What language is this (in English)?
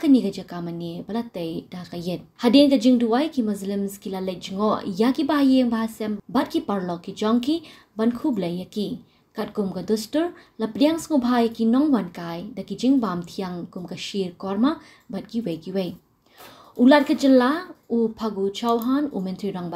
Khasi